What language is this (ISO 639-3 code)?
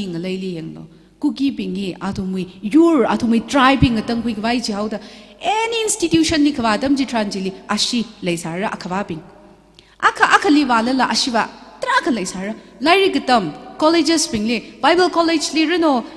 nmf